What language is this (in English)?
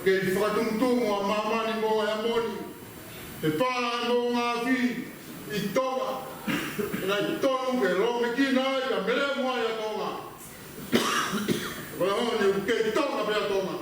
Tongan